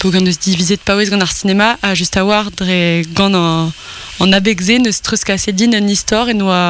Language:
Breton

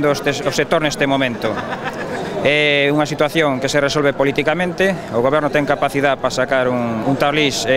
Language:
Galician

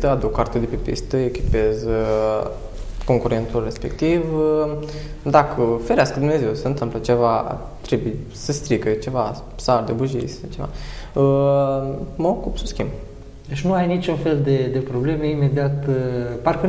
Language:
Romanian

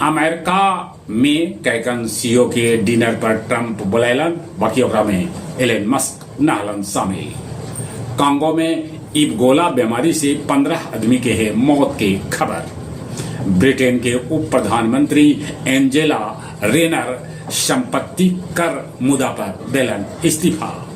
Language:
Magahi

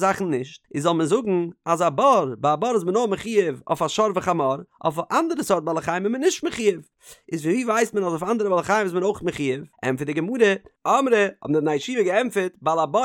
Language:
Yiddish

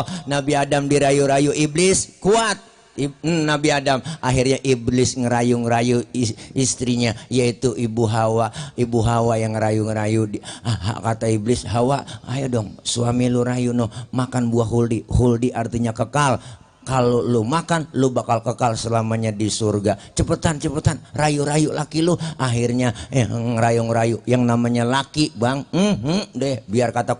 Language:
Betawi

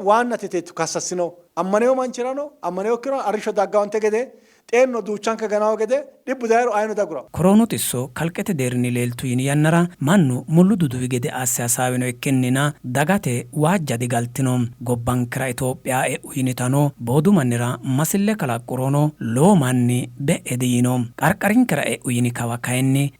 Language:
Sidamo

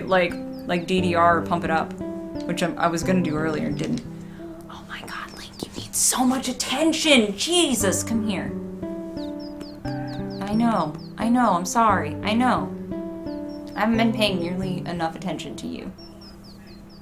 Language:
English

